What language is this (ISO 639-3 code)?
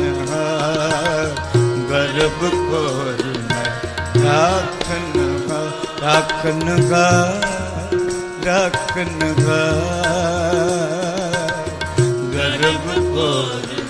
pan